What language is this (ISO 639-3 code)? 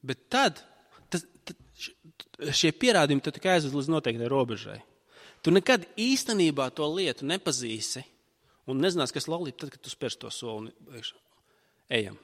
lav